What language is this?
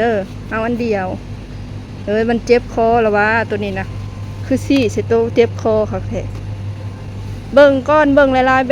Lao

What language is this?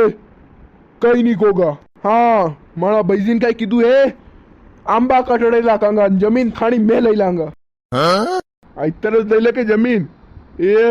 Rajasthani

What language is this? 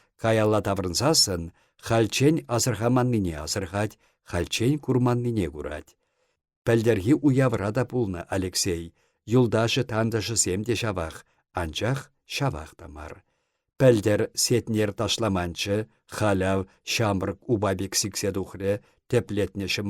Chuvash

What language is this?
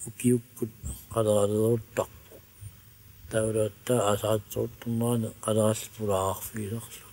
Kalaallisut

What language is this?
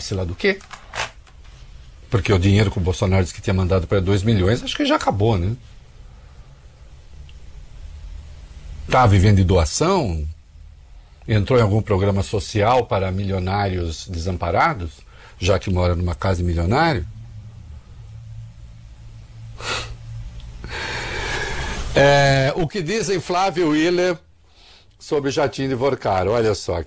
Portuguese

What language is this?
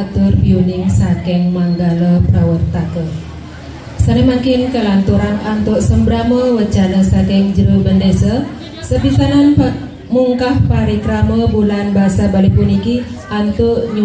Balinese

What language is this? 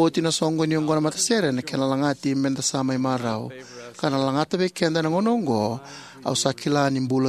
Fijian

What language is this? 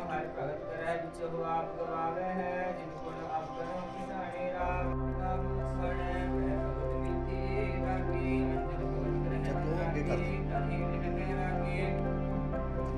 Punjabi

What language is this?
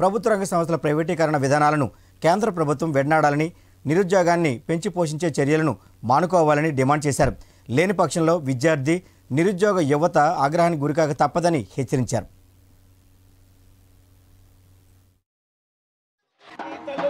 Telugu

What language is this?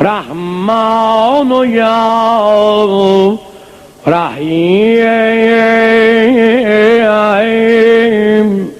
South Azerbaijani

